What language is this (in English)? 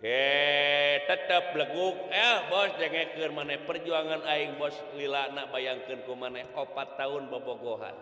Sundanese